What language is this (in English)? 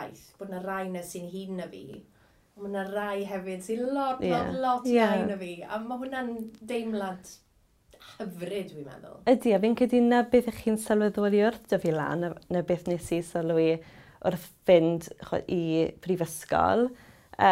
Welsh